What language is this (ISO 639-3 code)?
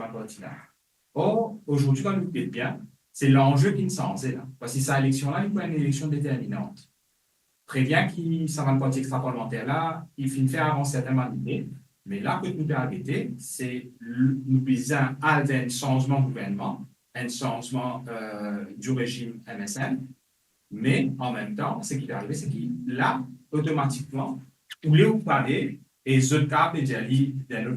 mfe